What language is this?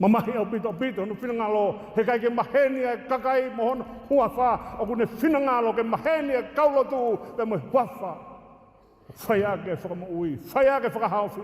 Tongan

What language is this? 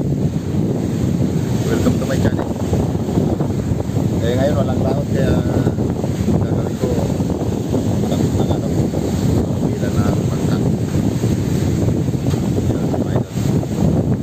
Filipino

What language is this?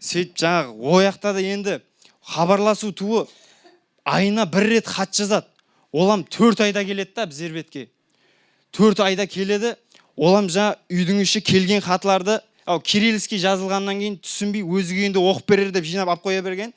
Kara-Kalpak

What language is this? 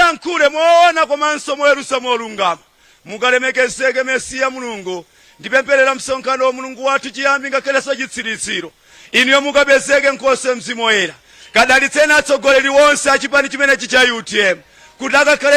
Nyanja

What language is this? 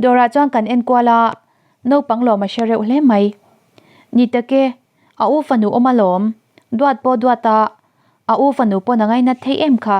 Mizo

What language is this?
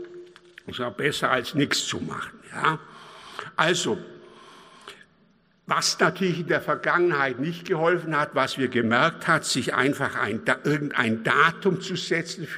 German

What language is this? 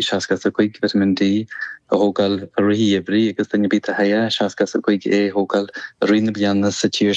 Irish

